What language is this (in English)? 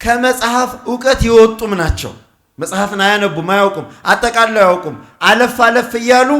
Amharic